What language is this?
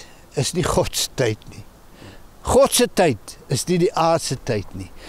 Afrikaans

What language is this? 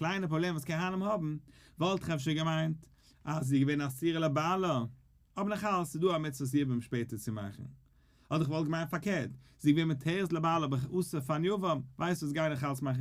Yiddish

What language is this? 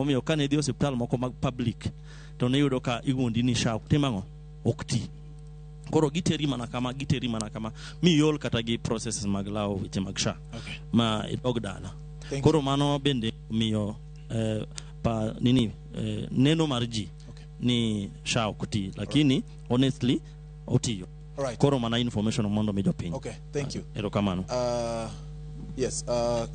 Luo (Kenya and Tanzania)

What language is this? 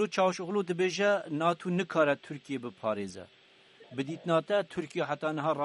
Kurdish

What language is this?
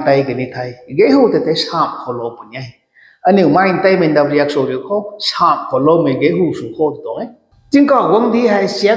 Rongmei Naga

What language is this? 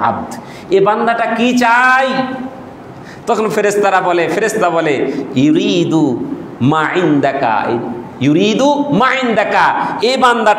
Bangla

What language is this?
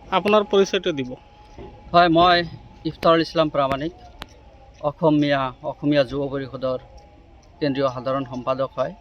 Assamese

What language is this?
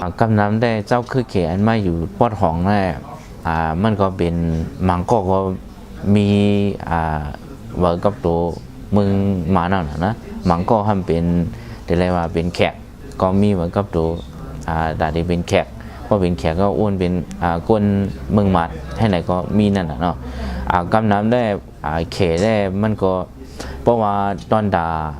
Shan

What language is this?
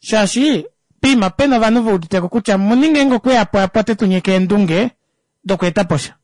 Kuanyama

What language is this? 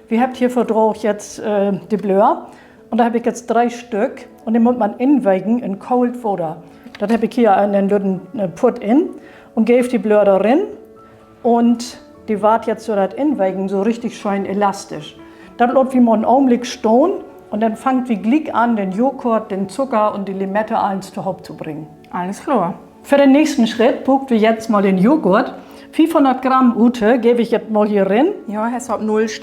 Low German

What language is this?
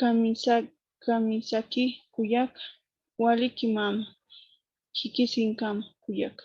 Aymara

